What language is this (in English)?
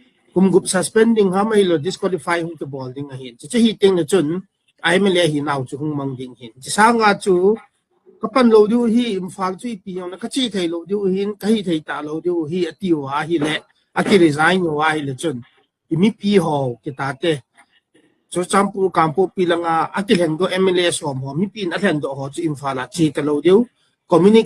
Thado Chin